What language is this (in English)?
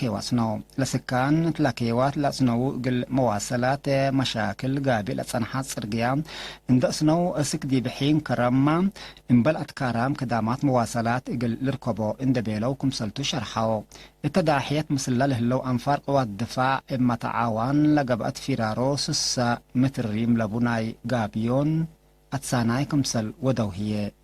Tigre